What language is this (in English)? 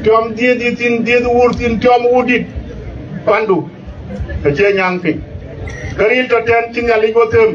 Dinka